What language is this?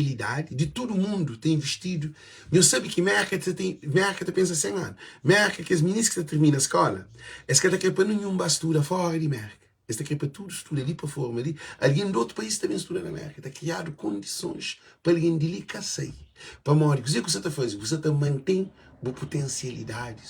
Kabuverdianu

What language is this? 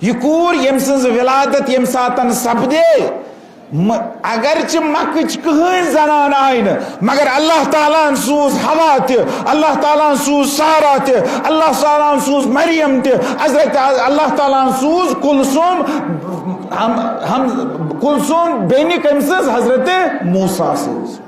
Kashmiri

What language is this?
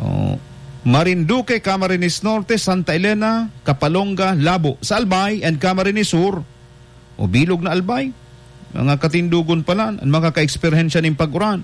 Bikol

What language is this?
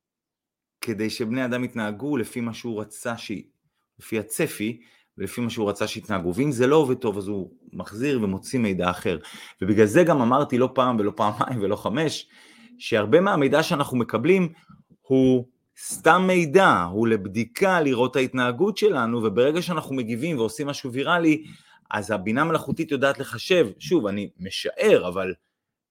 Hebrew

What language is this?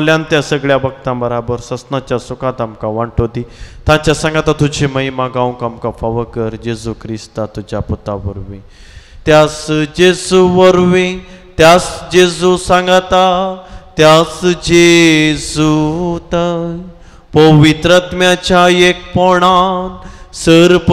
Konkani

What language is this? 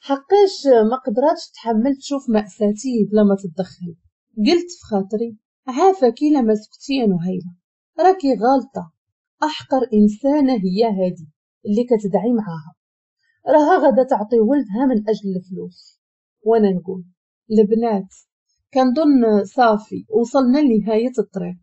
Moroccan Arabic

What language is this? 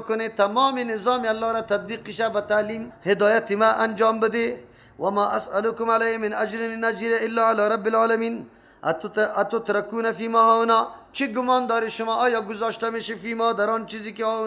Persian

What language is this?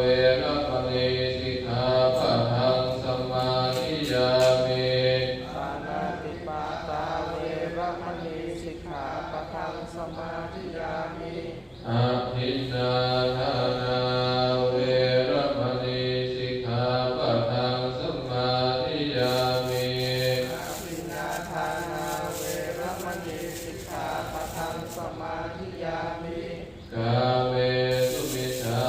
Pali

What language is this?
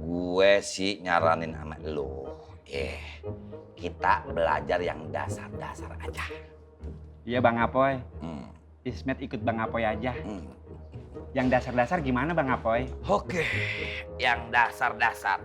Betawi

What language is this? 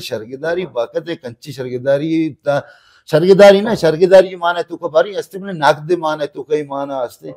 Baluchi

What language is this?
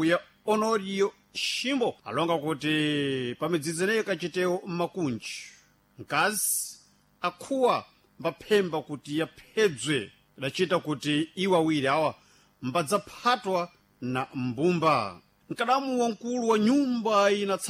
Sena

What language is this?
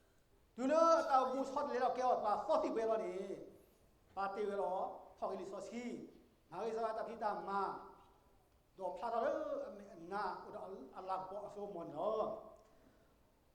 S'gaw Karen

